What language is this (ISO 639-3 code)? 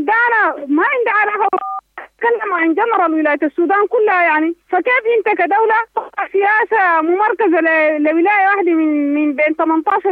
apd